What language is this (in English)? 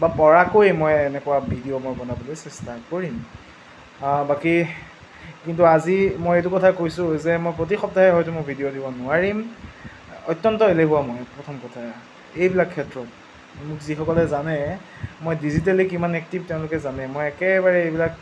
Assamese